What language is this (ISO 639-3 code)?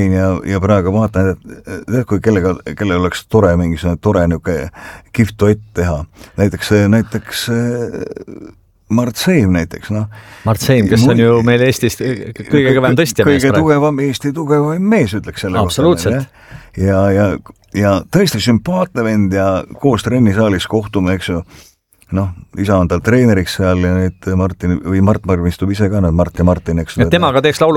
est